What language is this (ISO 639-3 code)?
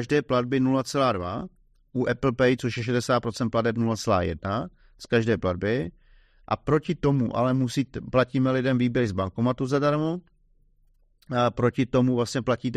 ces